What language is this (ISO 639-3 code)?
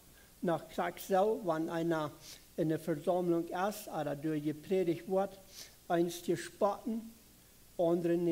pdt